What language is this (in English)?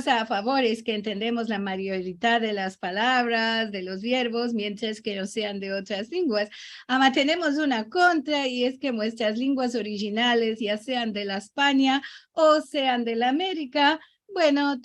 Ladino